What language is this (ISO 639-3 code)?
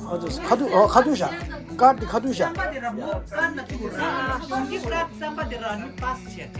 bod